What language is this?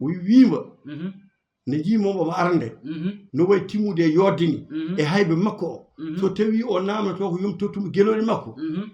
Fula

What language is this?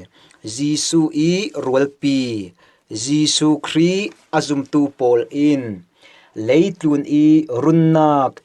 Falam Chin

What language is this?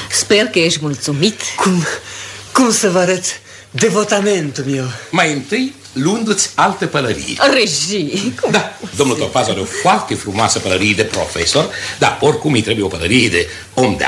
Romanian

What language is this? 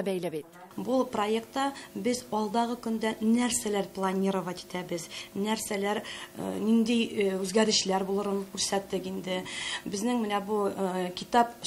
Tatar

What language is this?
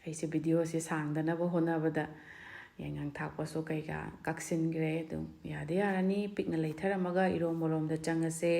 Manipuri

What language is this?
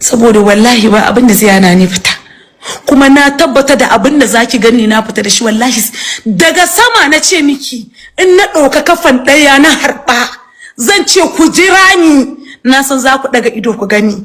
Hausa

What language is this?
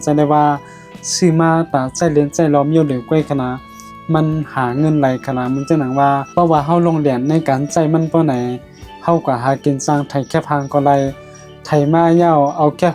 Shan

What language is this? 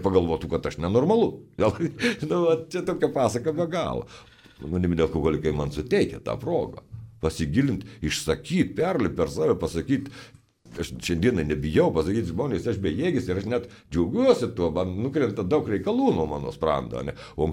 Lithuanian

